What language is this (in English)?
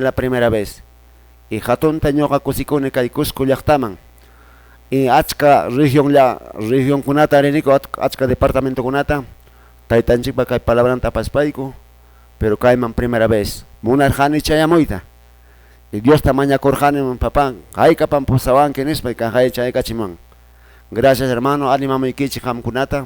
Quechua